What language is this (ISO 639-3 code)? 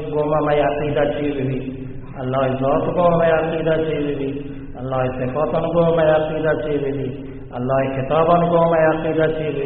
bal